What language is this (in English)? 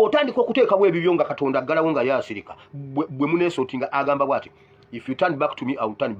Ganda